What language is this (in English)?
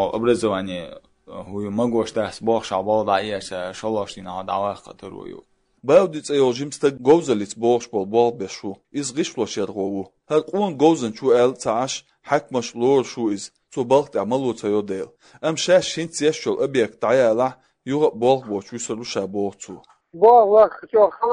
Chechen